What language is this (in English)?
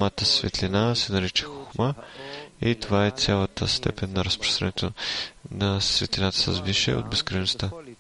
Bulgarian